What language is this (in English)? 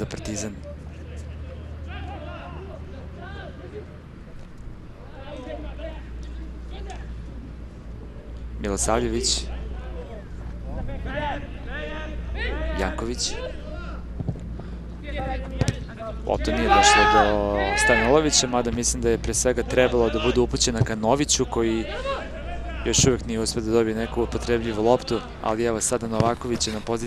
Serbian